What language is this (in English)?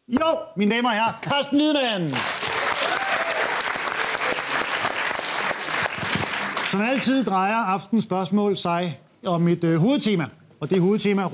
Danish